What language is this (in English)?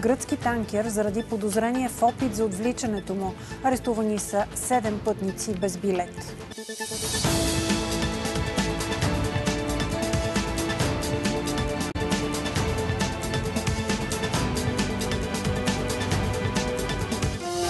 Bulgarian